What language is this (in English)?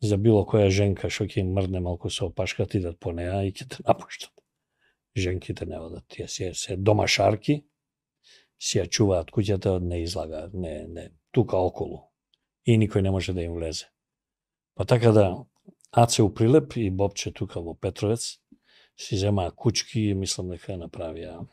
Macedonian